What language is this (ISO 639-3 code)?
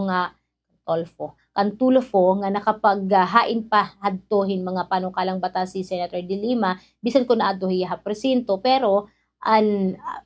war